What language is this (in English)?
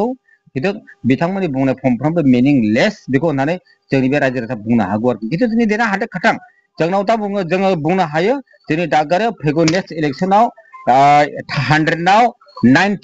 Bodo